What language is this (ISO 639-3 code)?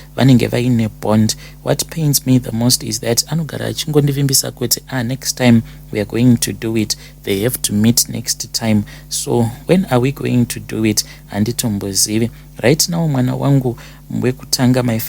sna